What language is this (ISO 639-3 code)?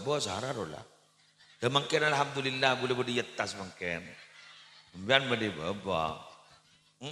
mad